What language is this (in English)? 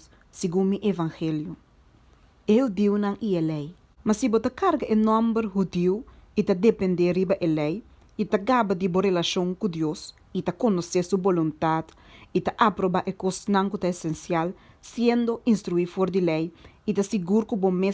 Papiamento